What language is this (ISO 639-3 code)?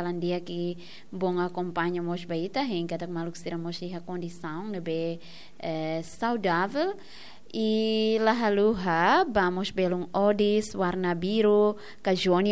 tet